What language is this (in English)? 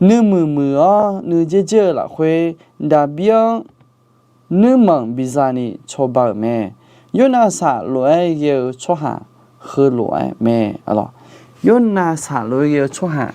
Akha